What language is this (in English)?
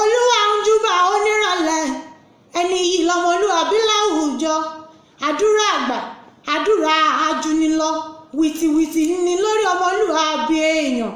Yoruba